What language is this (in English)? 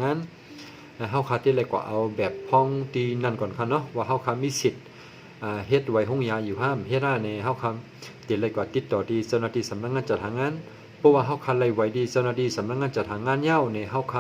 Shan